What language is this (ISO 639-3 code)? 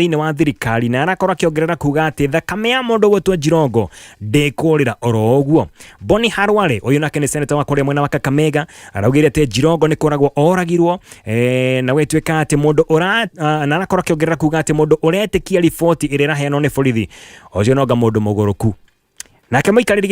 kik